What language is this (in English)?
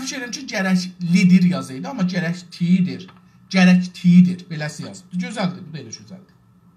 South Azerbaijani